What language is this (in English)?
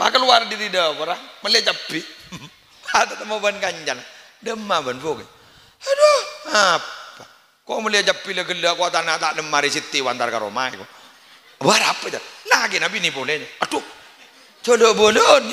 Madurese